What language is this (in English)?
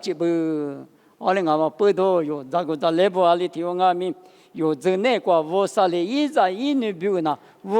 Lisu